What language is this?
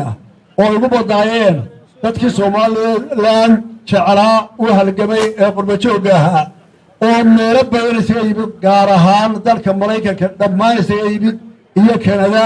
Somali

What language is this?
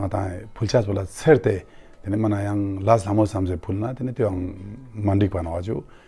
Ladakhi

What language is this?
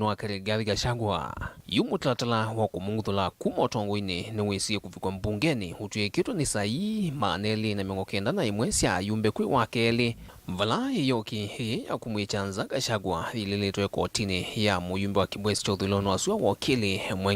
Kamba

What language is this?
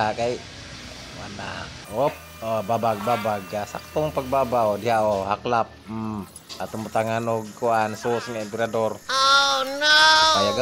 Cebuano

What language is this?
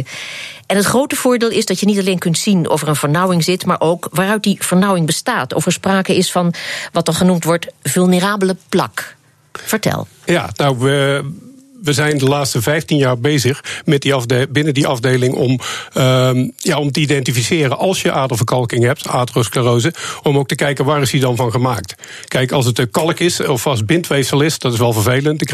Dutch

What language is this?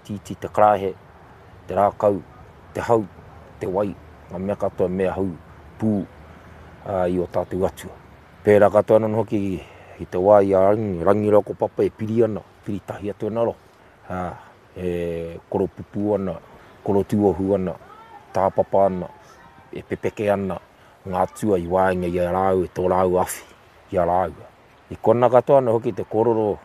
Māori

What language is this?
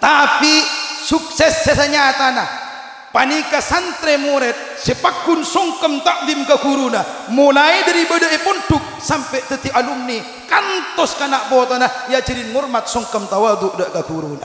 Madurese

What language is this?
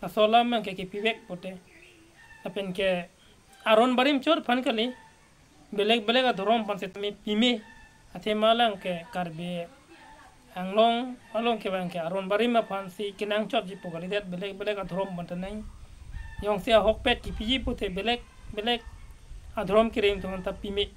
Karbi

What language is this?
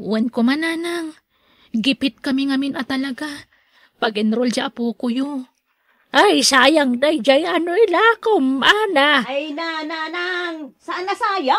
Iloko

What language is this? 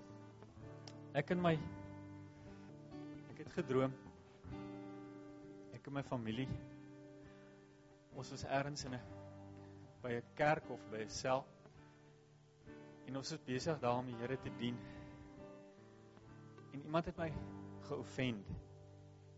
Afrikaans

